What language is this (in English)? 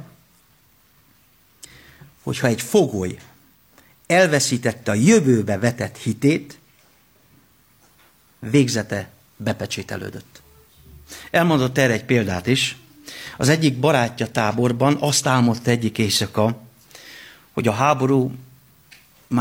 Hungarian